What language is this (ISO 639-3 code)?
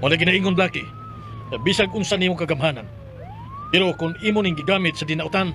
ceb